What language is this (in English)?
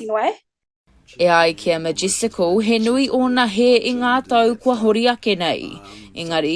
Māori